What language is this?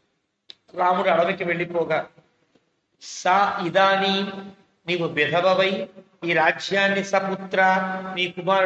Telugu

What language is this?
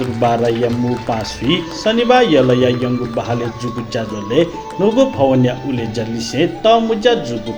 Newari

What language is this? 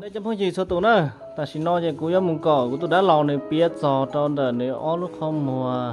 Hmong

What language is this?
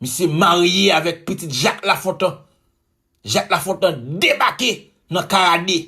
Haitian Creole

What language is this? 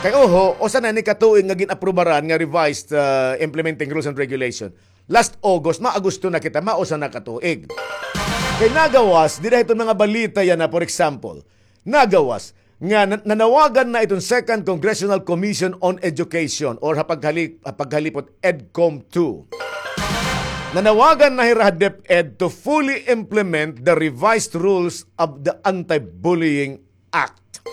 Waray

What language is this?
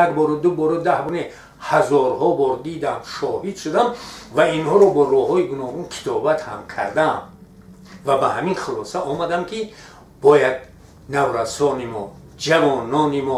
Tajik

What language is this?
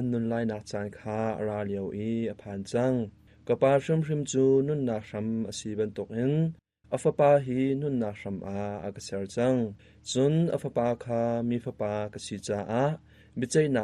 Hakha Chin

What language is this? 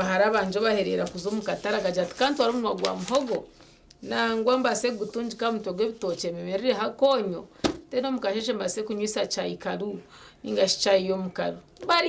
Nyankole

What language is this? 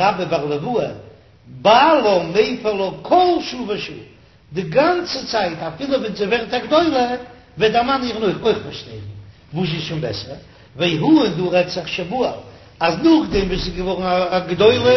Yiddish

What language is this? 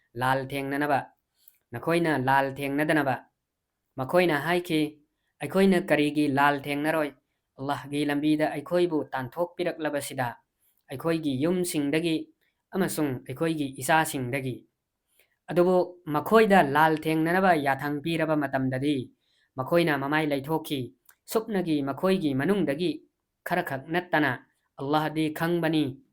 Manipuri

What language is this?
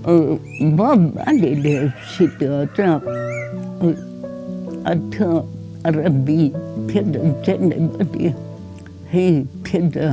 Angami Naga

